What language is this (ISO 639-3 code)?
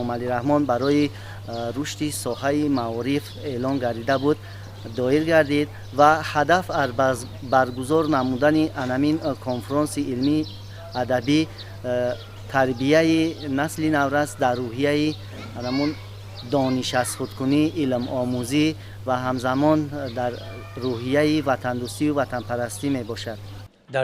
tgk